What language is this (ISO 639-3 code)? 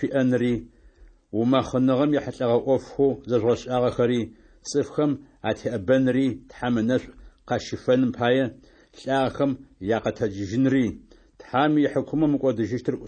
ady